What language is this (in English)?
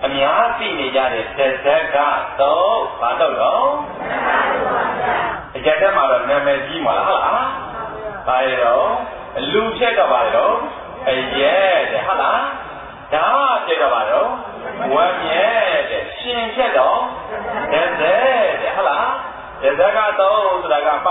Burmese